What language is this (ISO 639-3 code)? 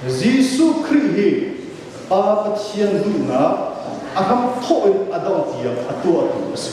cnh